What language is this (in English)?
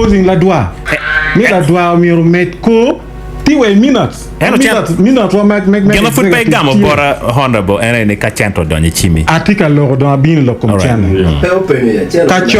Acoli